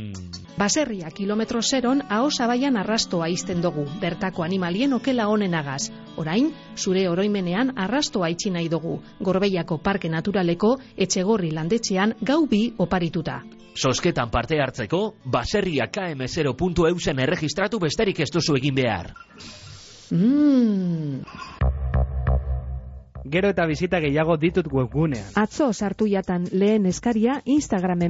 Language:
Basque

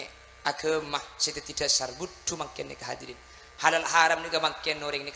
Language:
Madurese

